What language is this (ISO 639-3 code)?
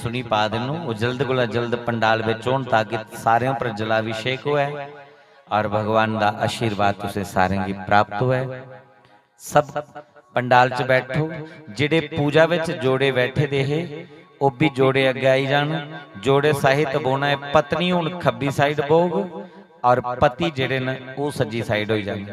doi